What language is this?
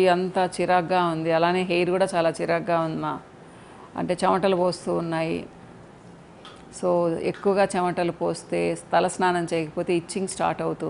Telugu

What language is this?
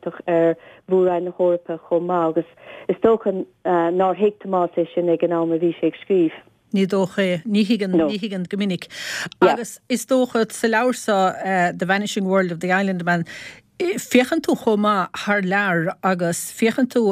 Irish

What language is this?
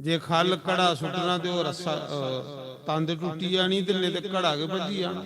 Dogri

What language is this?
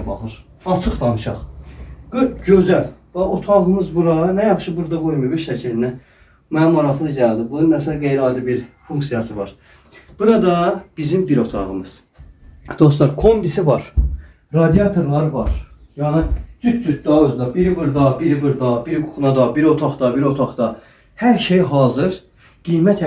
Azerbaijani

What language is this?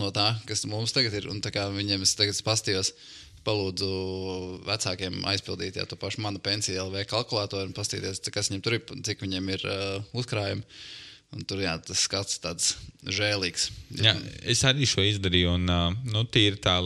Latvian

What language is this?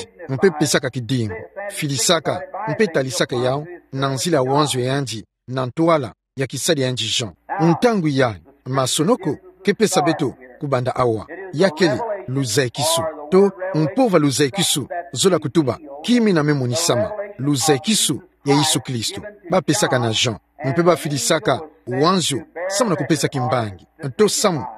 Kituba (Democratic Republic of Congo)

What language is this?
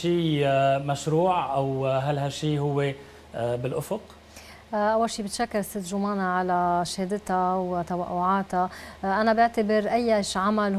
North Levantine Arabic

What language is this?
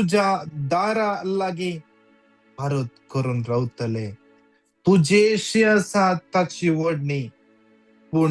Konkani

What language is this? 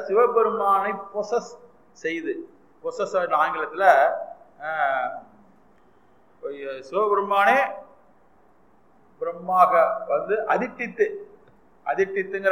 Tamil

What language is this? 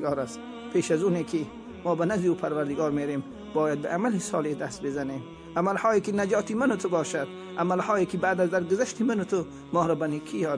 Tajik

